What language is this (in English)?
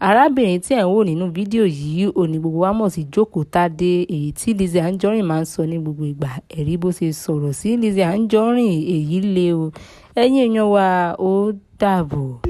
Yoruba